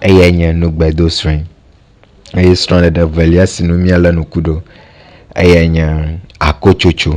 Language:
Ewe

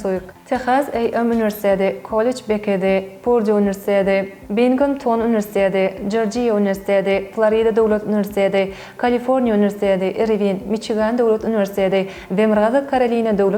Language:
Turkmen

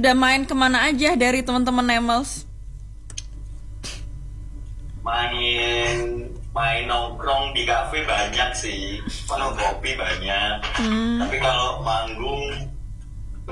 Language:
Indonesian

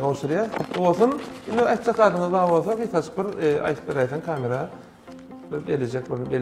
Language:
Turkmen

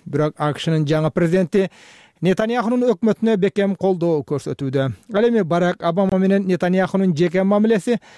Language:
Kyrgyz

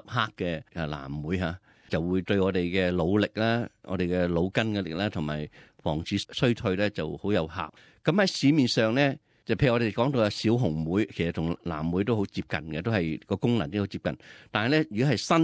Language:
Cantonese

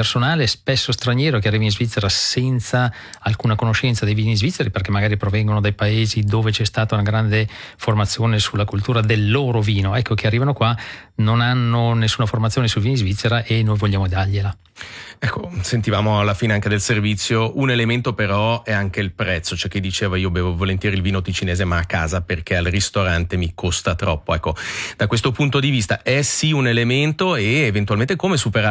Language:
Italian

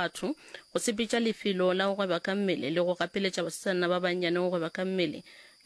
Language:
Northern Sotho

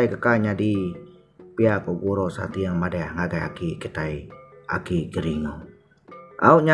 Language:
Iban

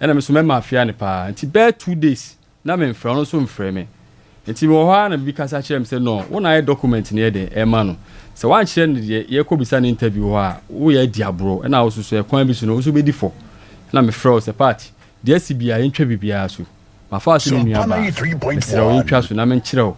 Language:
Akan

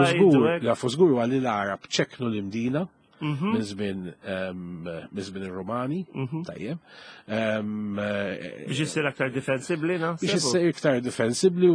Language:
Maltese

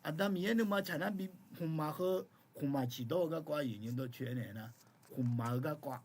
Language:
Akha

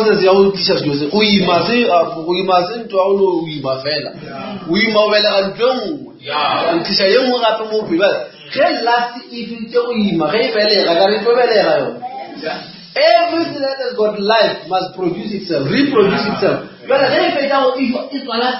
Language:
Northern Sotho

